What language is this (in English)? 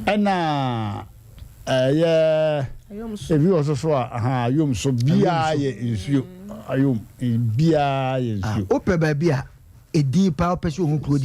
Akan